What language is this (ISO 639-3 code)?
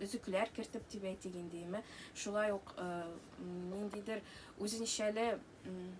tat